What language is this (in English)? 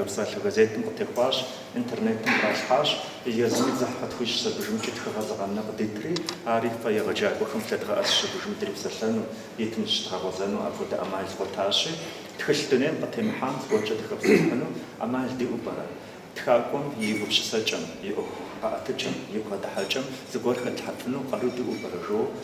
Kabardian